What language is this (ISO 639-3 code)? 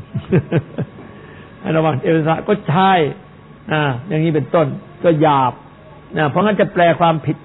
tha